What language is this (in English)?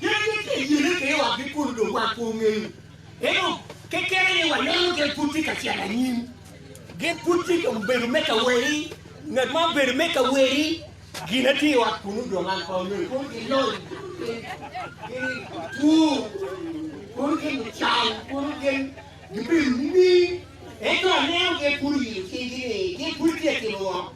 Acoli